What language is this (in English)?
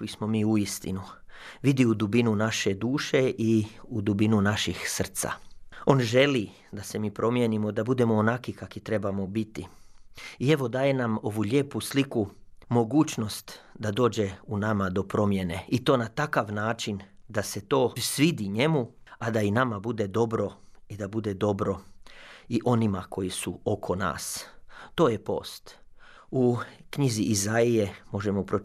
Croatian